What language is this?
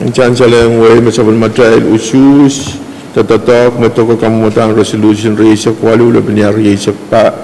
Pohnpeian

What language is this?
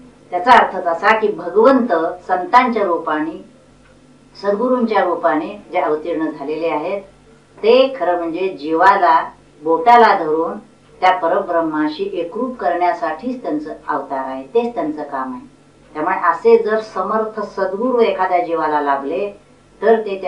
Marathi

